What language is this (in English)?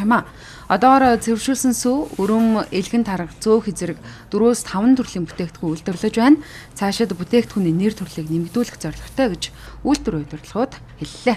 Mongolian